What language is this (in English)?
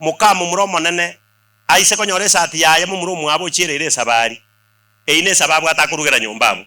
Gusii